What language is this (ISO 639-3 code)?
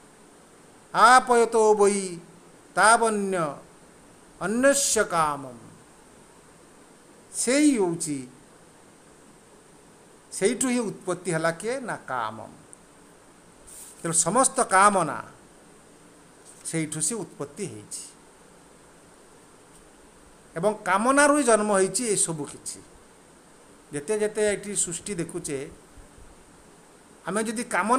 ori